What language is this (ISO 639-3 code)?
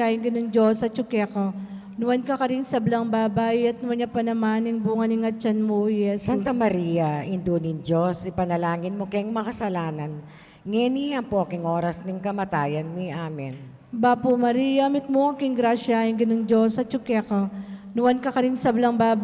pam